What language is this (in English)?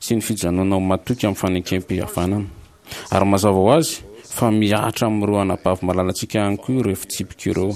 Malagasy